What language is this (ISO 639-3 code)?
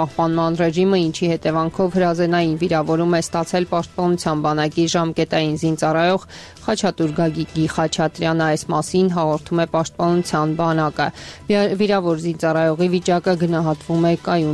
hye